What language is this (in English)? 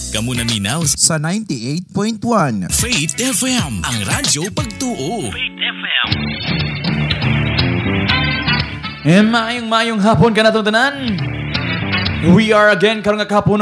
Cebuano